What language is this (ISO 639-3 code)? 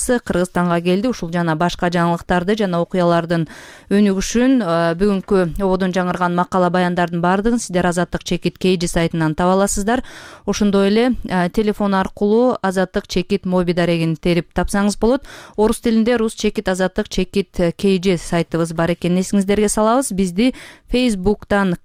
kir